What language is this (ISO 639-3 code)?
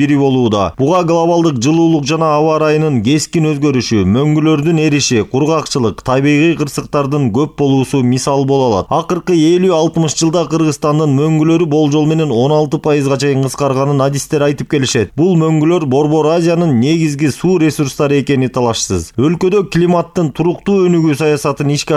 kir